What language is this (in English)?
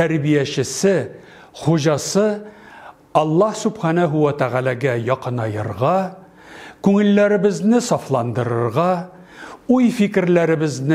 Tatar